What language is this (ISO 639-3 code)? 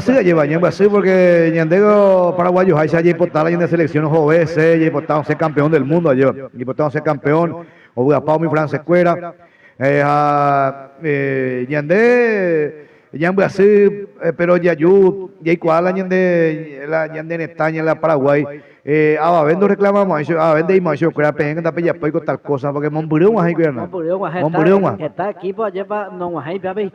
grn